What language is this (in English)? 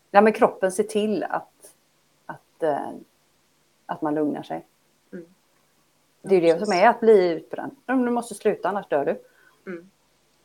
Swedish